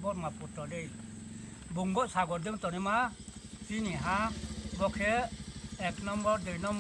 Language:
Riang (India)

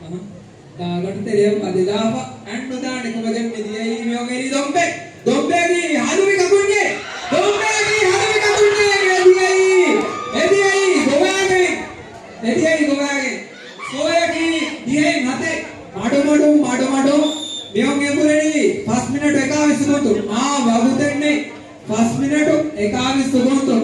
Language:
Divehi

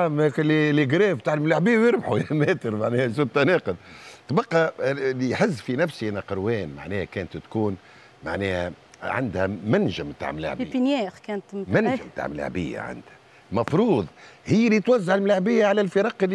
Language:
Tunisian Arabic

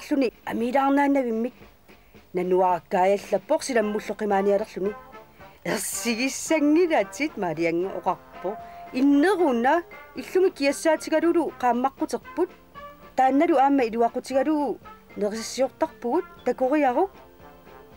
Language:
Kalaallisut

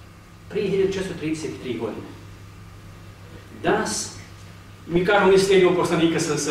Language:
Bosnian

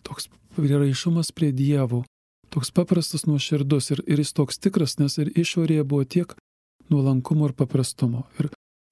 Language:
Lithuanian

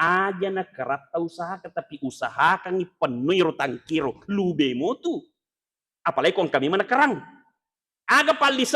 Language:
Buginese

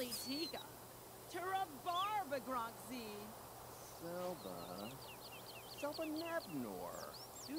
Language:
Bavarian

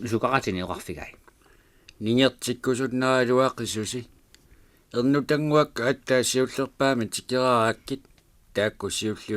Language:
Kalaallisut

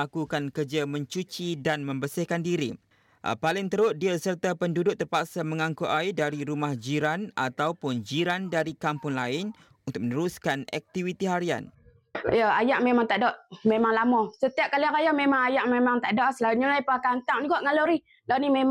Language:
Malay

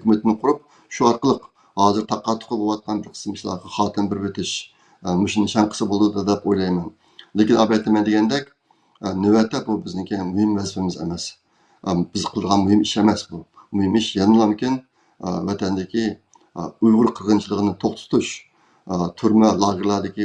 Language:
Uyghur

